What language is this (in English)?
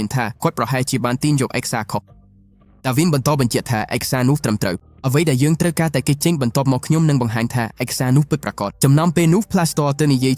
Khmer